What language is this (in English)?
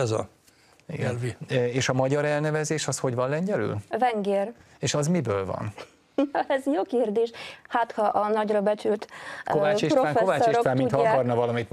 Hungarian